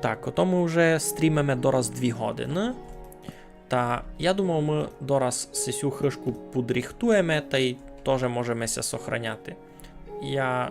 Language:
Rusyn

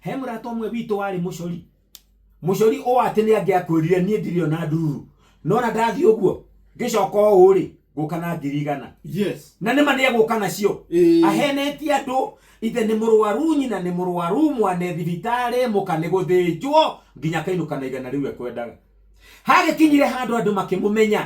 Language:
Kikuyu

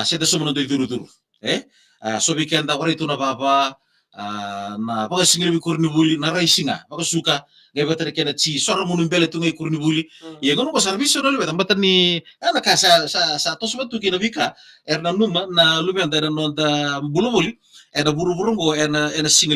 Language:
Fijian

